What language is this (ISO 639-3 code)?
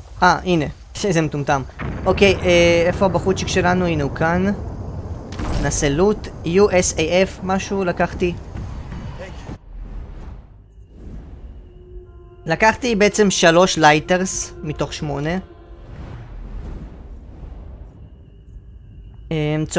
heb